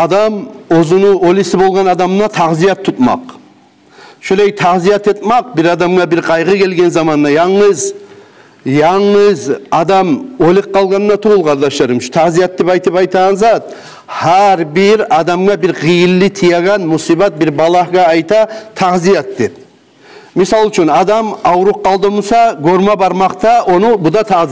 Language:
Kumyk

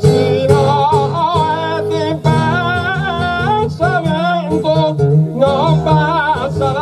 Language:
Sardinian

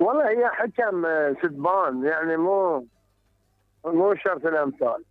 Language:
Mesopotamian Arabic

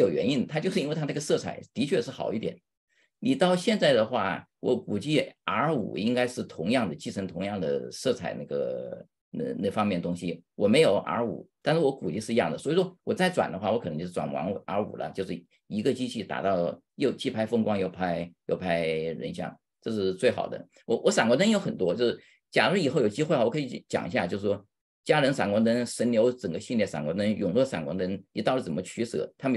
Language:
Chinese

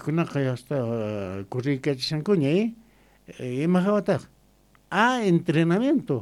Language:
South Bolivian Quechua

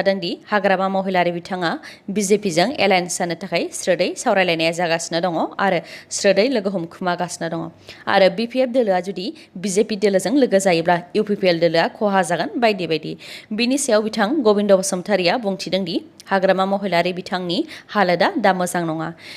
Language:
Bodo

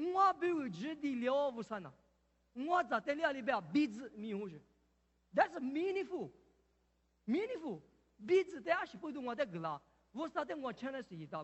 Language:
Lisu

